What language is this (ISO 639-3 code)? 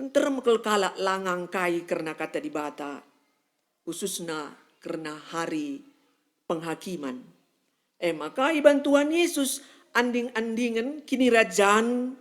btx